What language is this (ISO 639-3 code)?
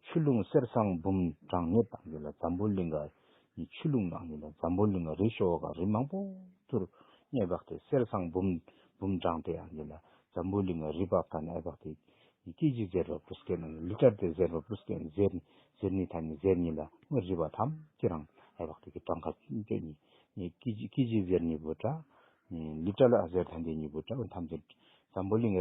bod